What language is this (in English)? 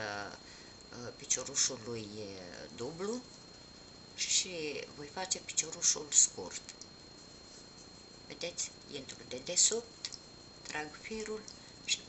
Romanian